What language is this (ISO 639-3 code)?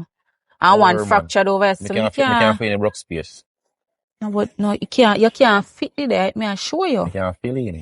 jam